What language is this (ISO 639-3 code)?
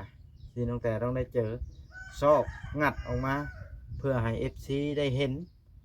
lao